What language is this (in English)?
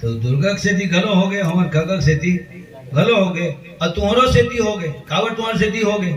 Chhattisgarhi